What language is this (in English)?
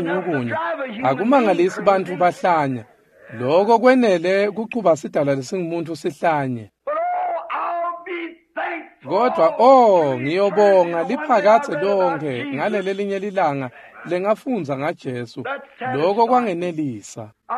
Swati